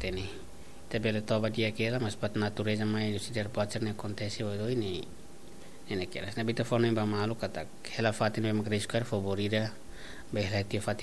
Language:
Tetum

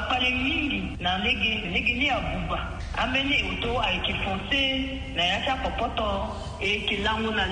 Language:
Sango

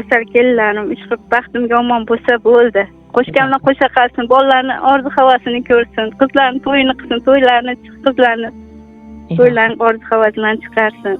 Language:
Uzbek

